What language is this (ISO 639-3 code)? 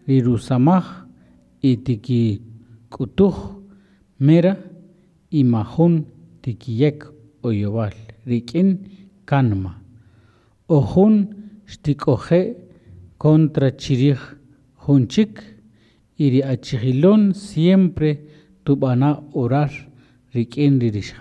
cak